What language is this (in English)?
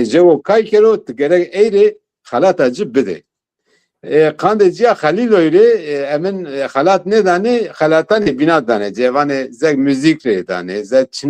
Zaza